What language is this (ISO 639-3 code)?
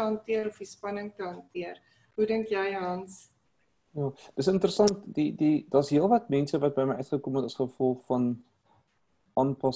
afr